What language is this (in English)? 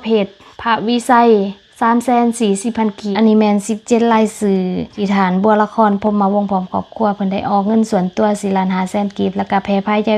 Lao